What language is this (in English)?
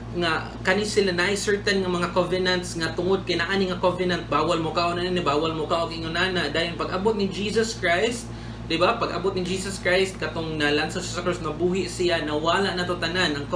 Cebuano